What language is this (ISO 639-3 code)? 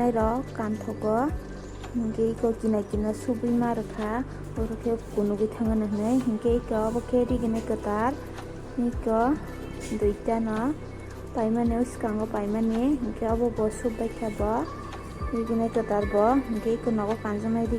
trp